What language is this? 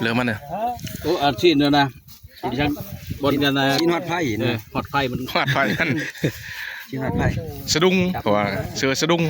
Northeastern Thai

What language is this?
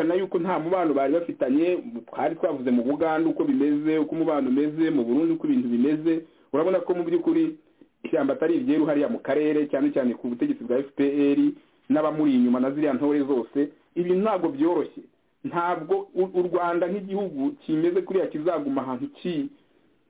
Kinyarwanda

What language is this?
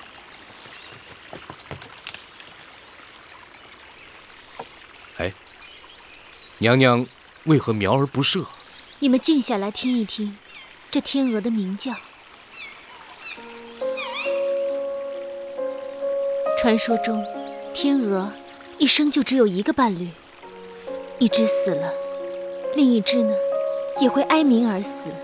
Chinese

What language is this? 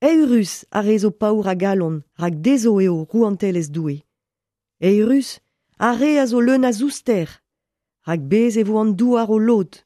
Breton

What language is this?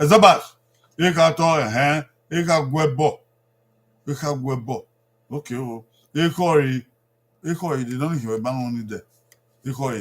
Bini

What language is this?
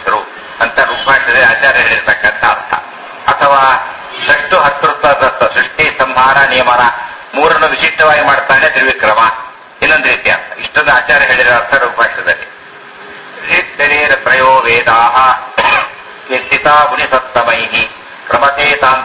Kannada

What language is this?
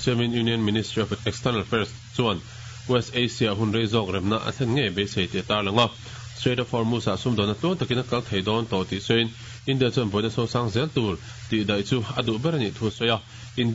Mizo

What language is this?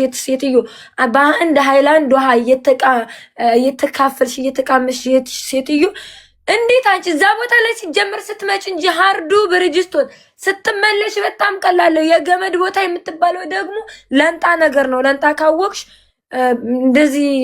Amharic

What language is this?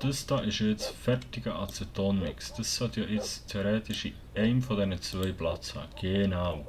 Swiss German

